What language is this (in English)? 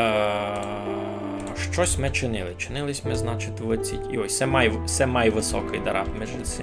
Rusyn